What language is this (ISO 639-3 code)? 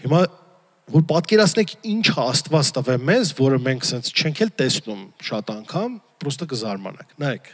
hye